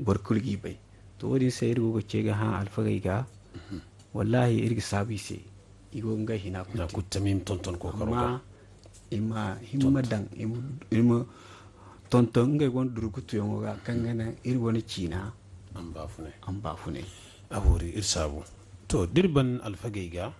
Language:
Zarma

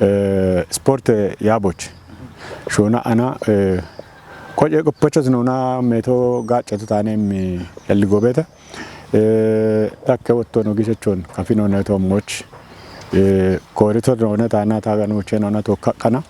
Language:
Kafa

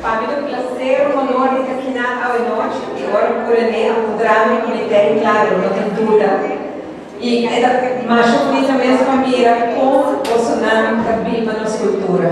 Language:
Papiamento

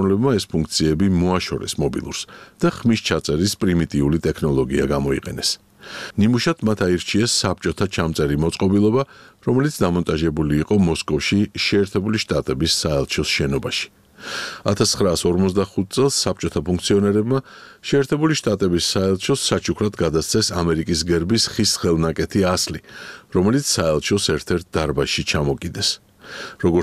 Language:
Georgian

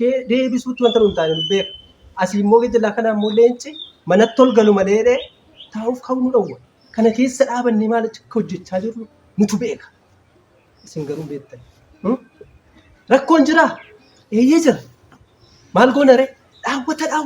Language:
Oromo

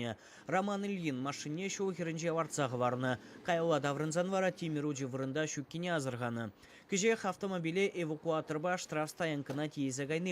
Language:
Chuvash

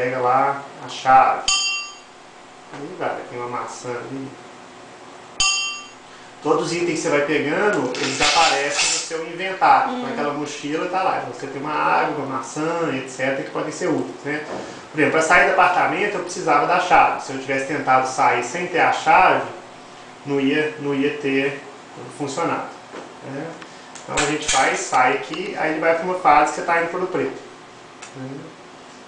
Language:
Portuguese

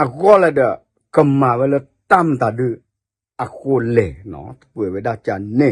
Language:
S'gaw Karen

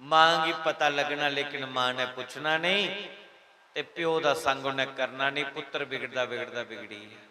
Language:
Dogri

